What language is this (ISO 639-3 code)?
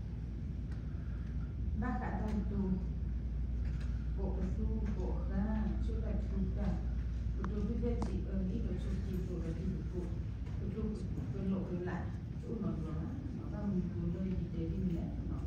ksw